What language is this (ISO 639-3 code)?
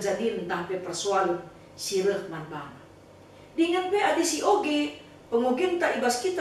btx